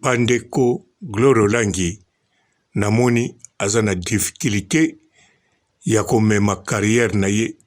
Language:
Lingala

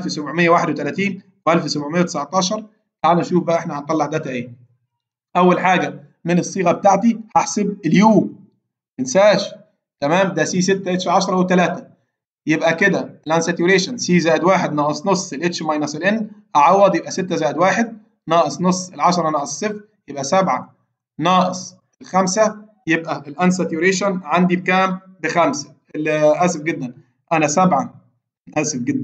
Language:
Egyptian Arabic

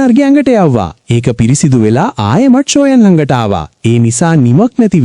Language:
Sinhala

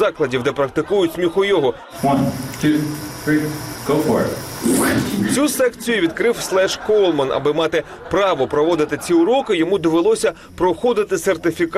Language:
Ukrainian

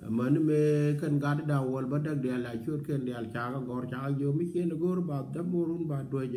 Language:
Nuer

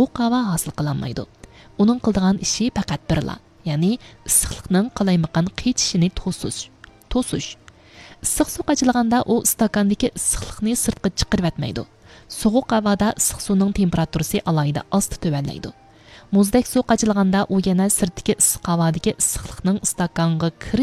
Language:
Uyghur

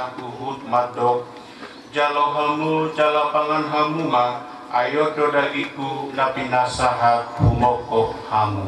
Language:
Batak Toba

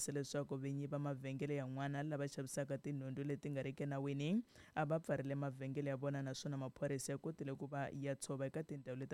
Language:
Tsonga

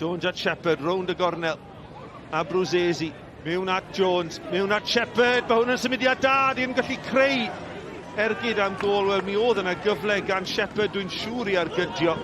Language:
Welsh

